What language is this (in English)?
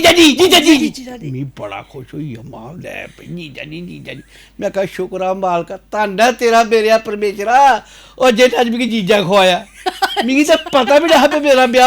Dogri